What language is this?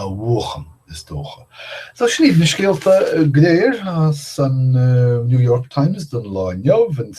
Irish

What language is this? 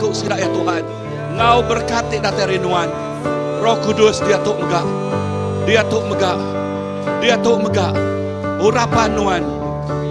Iban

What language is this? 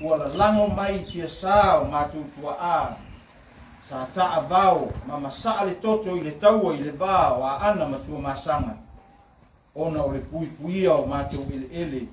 Samoan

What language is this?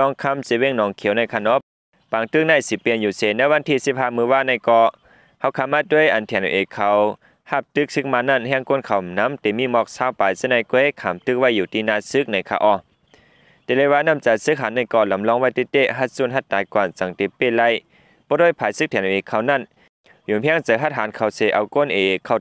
Lao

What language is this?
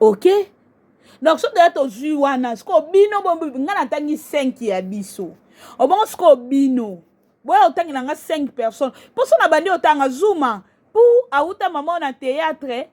Lingala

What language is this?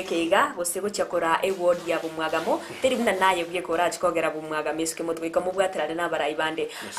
Gusii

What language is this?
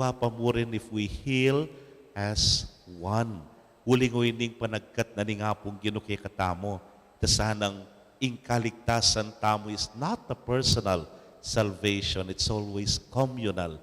Pampanga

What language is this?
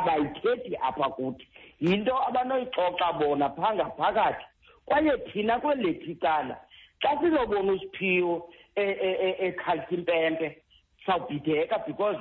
Xhosa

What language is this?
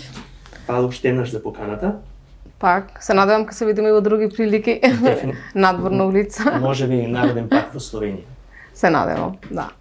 Macedonian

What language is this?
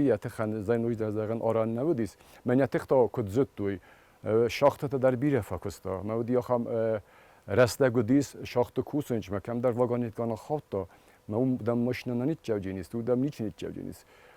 Ossetic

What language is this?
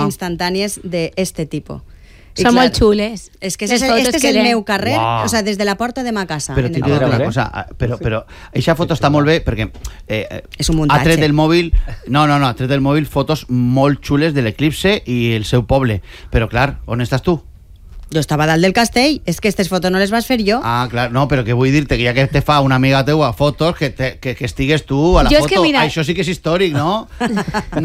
Catalan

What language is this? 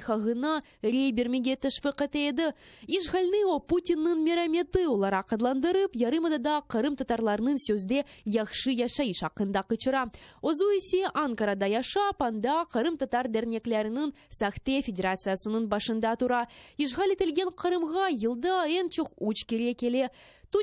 Crimean Tatar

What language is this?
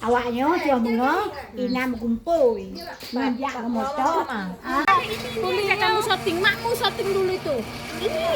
Achinese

